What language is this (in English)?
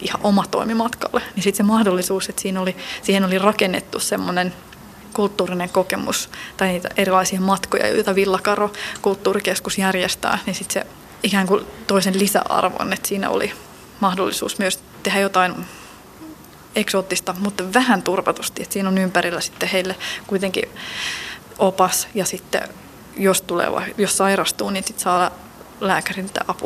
Finnish